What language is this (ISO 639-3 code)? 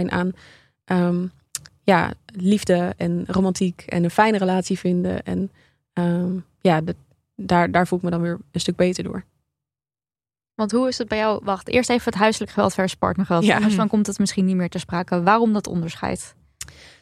nld